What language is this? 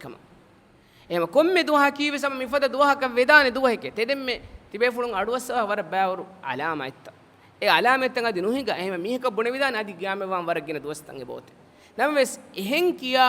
Divehi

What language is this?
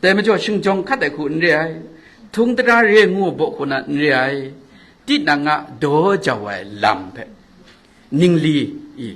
Kachin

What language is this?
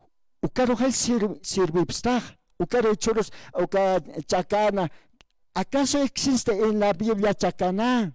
Aymara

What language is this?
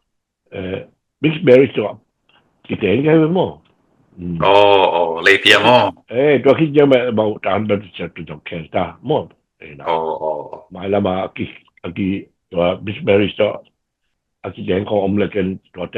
Tedim Chin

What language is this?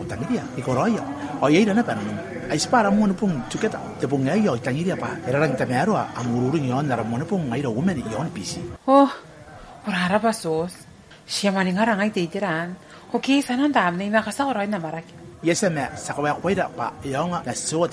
Gilbertese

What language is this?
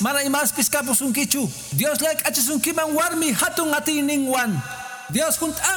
Quechua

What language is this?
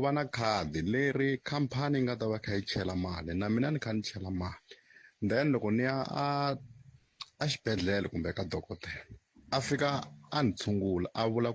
Tsonga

